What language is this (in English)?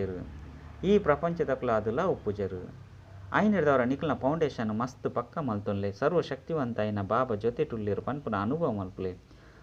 Tulu